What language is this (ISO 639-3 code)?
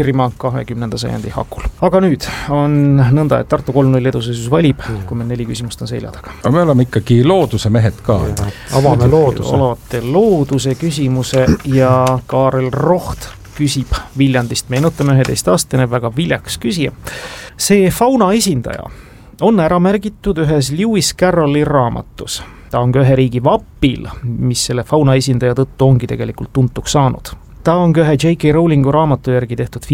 est